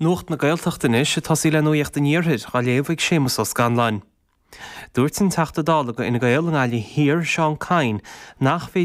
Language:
Irish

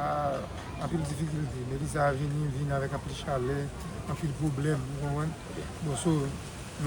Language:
Haitian Creole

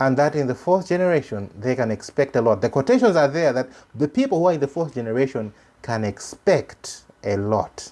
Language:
English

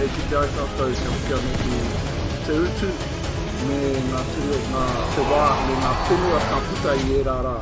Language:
Māori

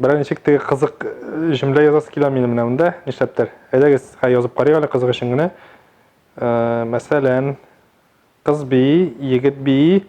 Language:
Tatar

